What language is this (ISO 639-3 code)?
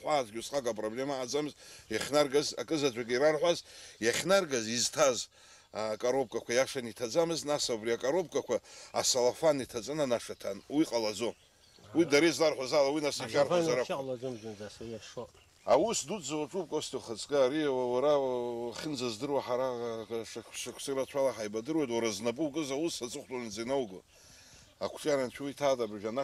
abk